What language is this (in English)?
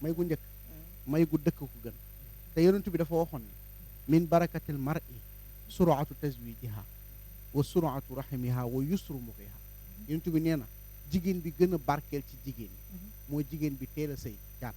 Wolof